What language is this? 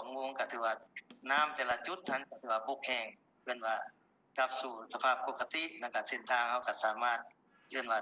Lao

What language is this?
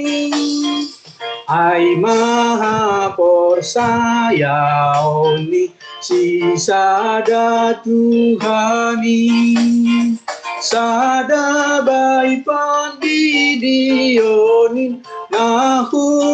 Batak Simalungun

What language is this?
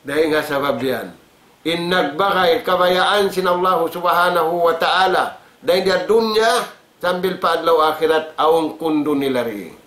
Tausug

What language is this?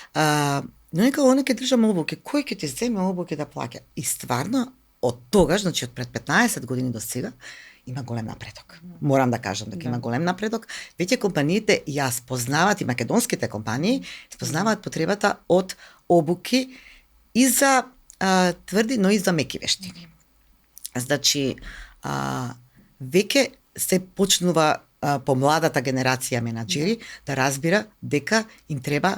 Macedonian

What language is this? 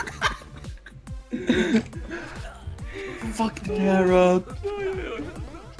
Swedish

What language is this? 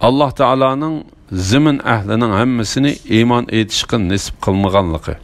Uyghur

